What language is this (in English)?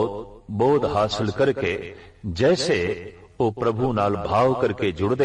Punjabi